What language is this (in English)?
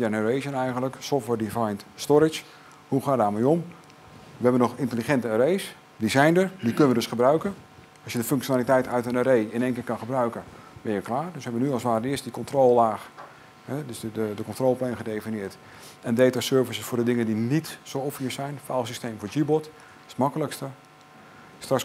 Dutch